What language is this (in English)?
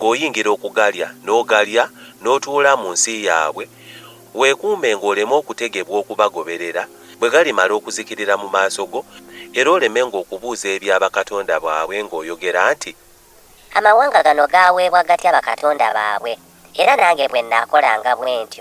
Ganda